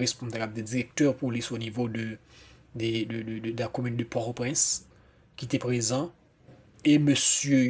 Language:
Haitian Creole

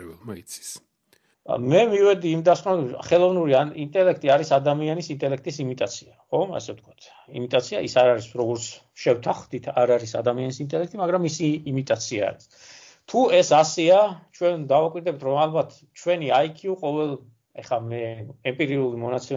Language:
Georgian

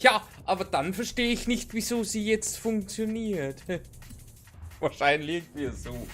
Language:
Bavarian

